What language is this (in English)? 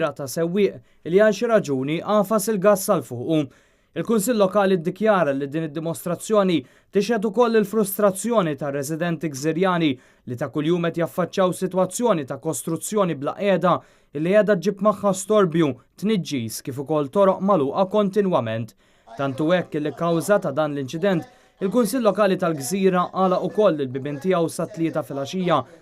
Maltese